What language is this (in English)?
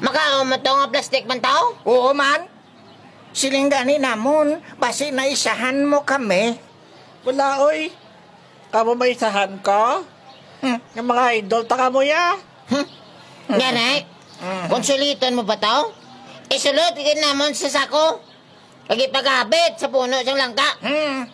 Hiligaynon